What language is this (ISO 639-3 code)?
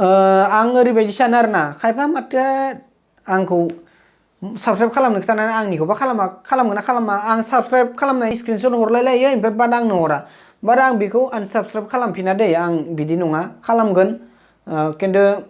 brx